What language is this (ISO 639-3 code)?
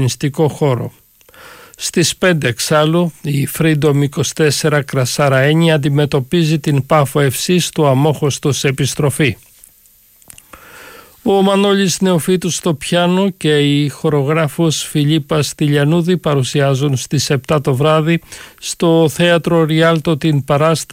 ell